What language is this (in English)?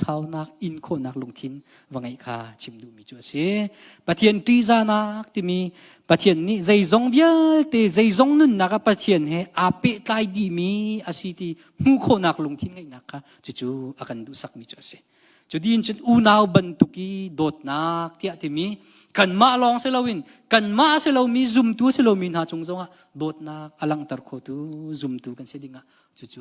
Hakha Chin